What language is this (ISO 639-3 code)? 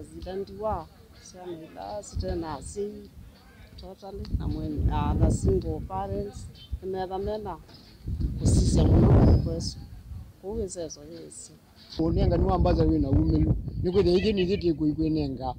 kam